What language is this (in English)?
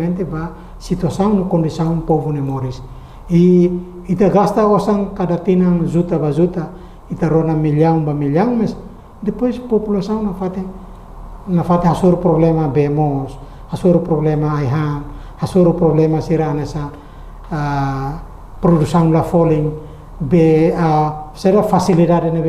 Tetum